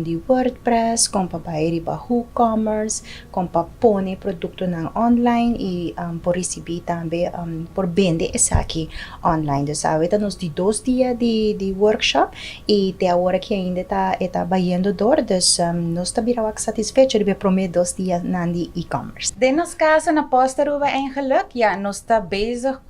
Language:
Papiamento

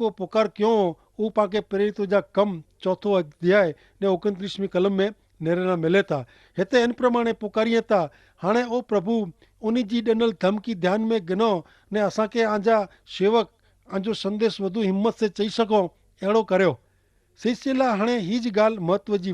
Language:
Kachhi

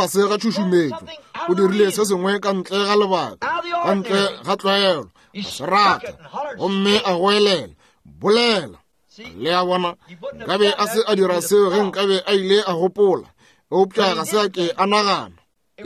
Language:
Northern Sotho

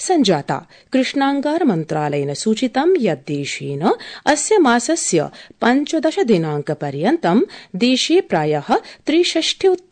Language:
Sanskrit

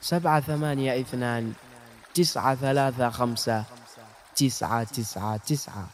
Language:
Najdi Arabic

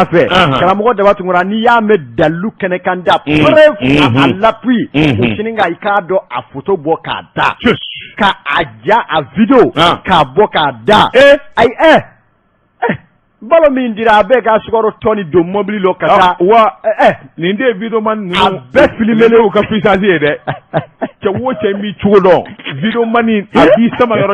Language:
Bambara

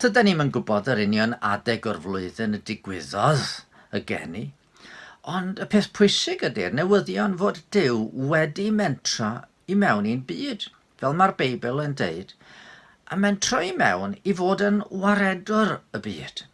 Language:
Welsh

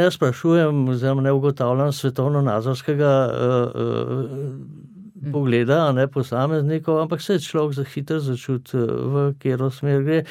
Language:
Slovenian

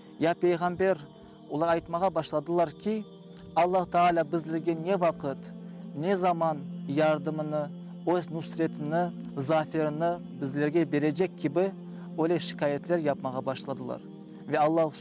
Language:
Crimean Tatar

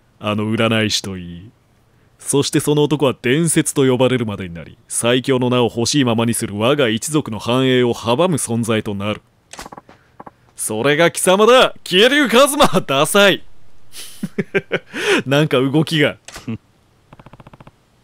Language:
Japanese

